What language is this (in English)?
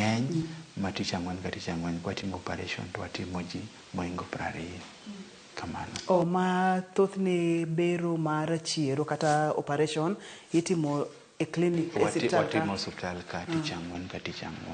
Luo (Kenya and Tanzania)